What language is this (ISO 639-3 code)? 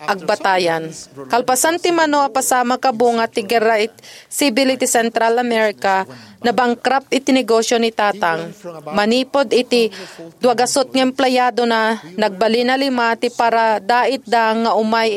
ilo